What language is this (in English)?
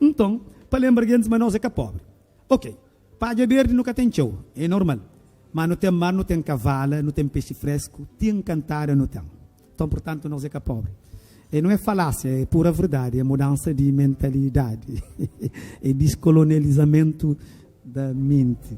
Kabuverdianu